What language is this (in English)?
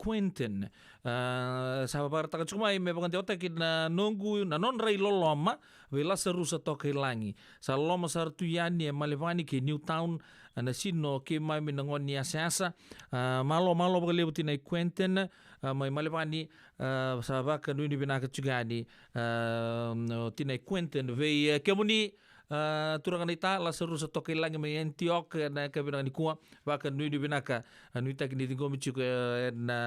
Fijian